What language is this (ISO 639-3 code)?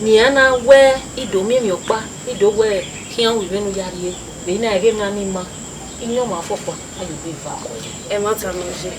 bin